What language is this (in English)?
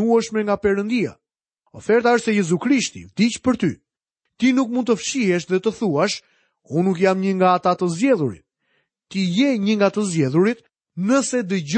Albanian